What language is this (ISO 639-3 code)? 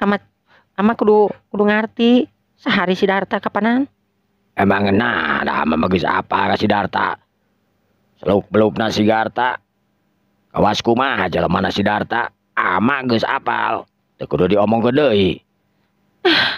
sun